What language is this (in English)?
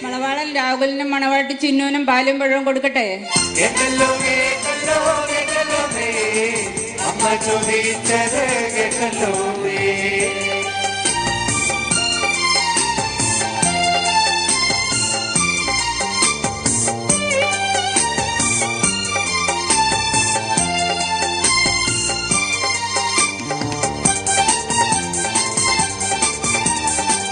Malayalam